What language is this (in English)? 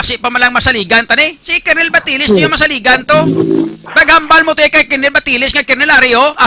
Hiligaynon